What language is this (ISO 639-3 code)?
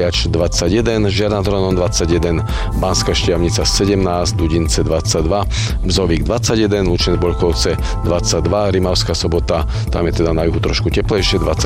slk